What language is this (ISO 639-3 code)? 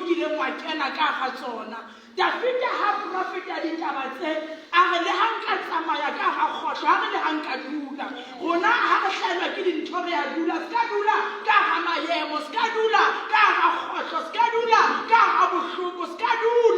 sot